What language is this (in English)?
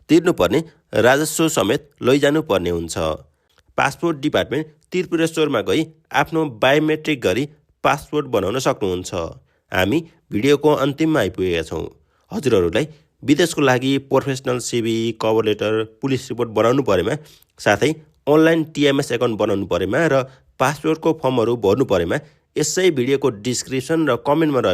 Nepali